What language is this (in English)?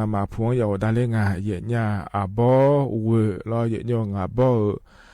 Akha